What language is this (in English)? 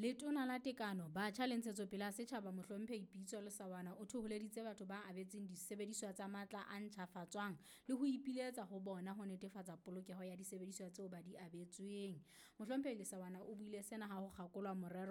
Southern Sotho